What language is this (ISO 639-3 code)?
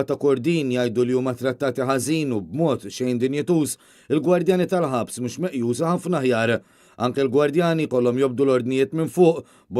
mlt